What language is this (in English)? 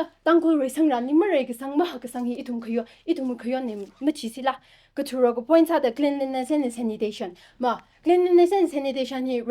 Tangkhul Naga (India)